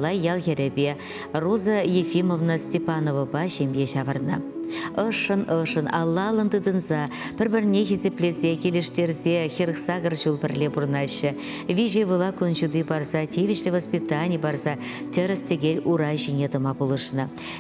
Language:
Chuvash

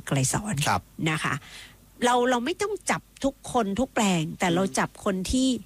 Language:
Thai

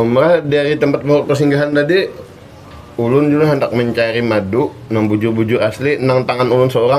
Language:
Banjar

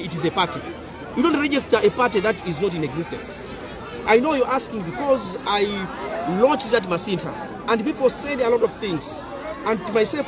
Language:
Nyanja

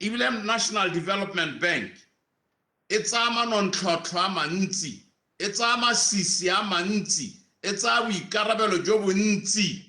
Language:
Tswana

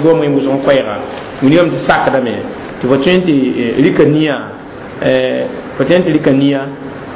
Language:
Mossi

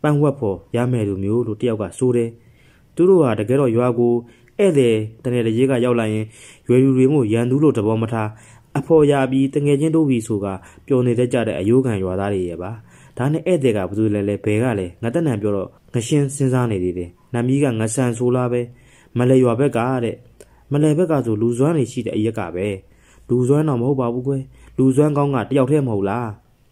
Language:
Burmese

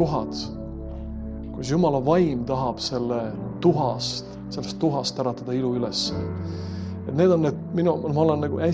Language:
Estonian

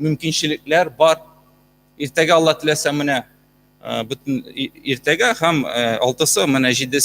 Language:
Tatar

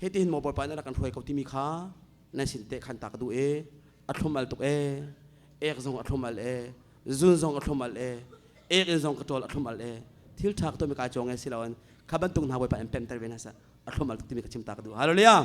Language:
Hakha Chin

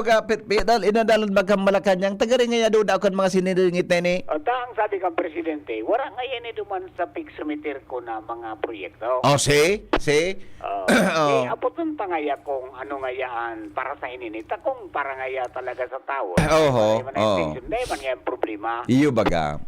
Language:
Bikol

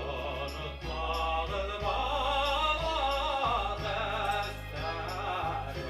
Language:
Bashkir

